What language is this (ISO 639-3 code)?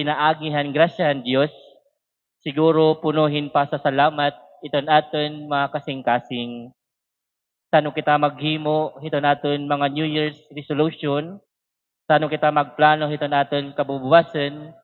war